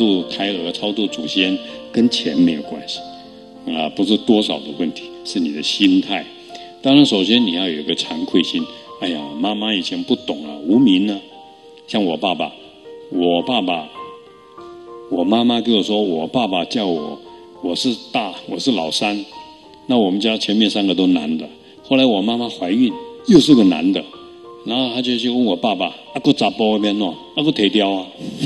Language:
Chinese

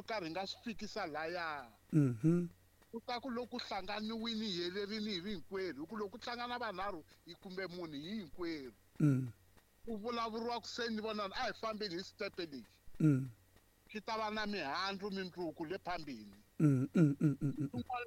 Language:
Tsonga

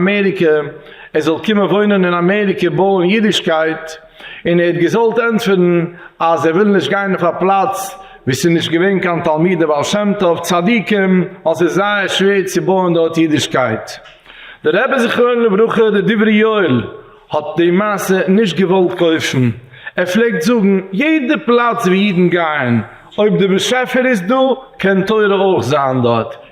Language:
Yiddish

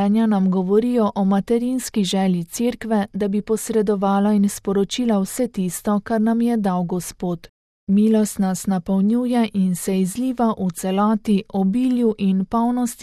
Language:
Slovenian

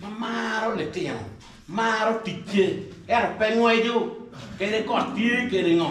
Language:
Acoli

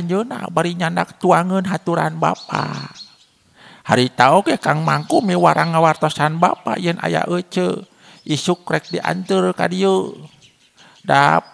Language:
Sundanese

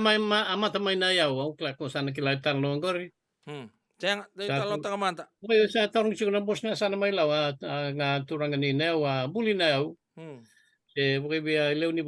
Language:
Fijian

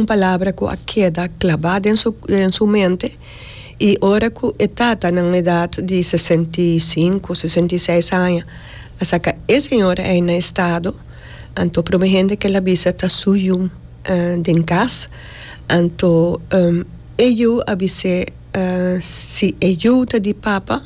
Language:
Papiamento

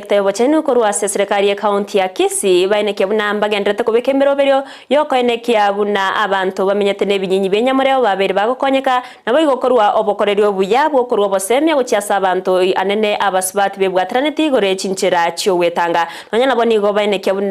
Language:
Gusii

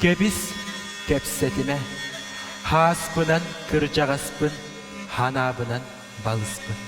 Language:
Yakut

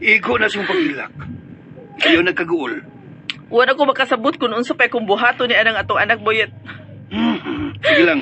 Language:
Cebuano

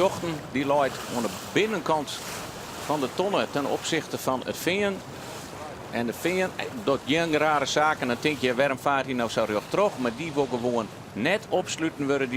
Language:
Western Frisian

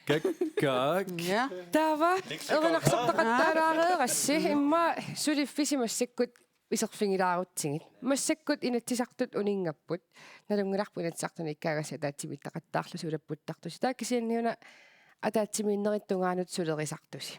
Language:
Kalaallisut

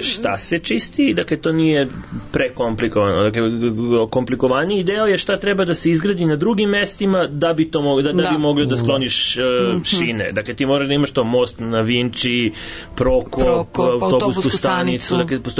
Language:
Serbian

